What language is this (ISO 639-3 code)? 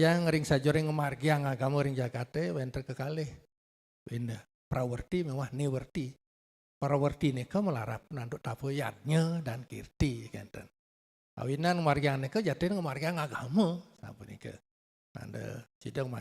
ban